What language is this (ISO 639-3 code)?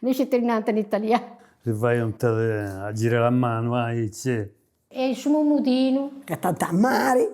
srd